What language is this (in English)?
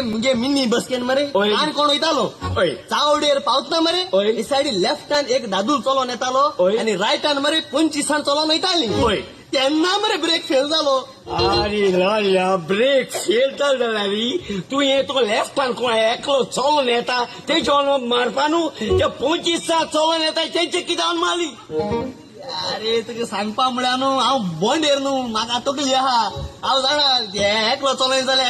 Konkani